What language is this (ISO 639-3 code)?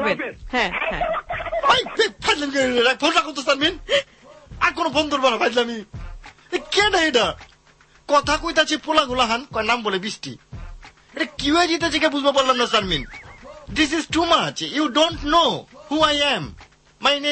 ben